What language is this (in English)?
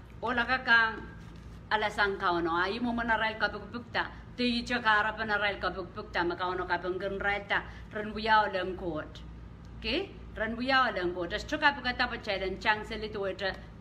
Pohnpeian